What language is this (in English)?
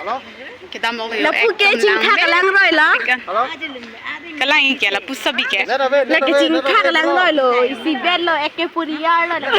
Karbi